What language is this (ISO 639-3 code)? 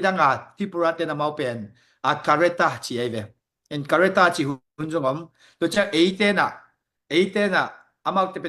ctd